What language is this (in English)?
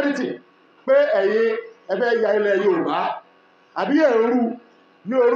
Yoruba